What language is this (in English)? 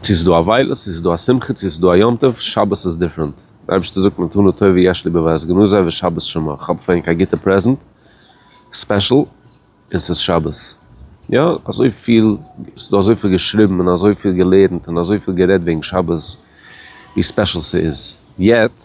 Yiddish